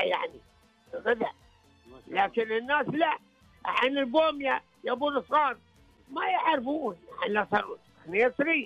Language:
Najdi Arabic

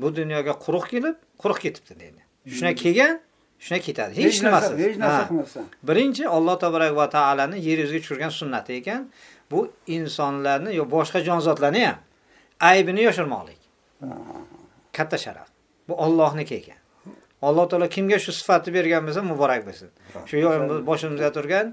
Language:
Uzbek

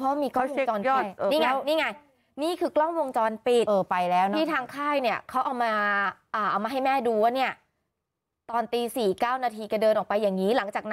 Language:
Thai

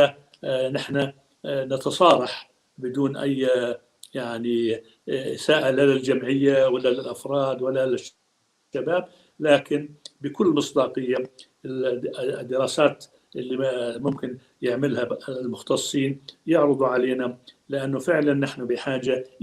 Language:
North Levantine Arabic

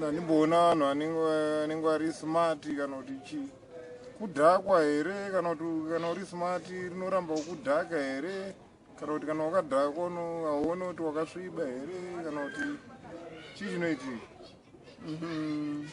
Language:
Shona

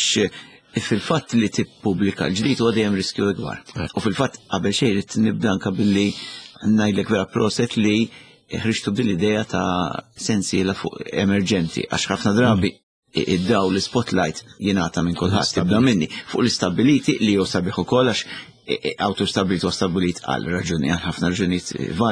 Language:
Maltese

